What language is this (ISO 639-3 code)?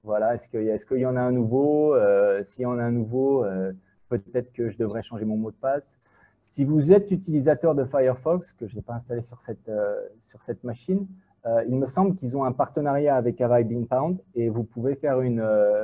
fra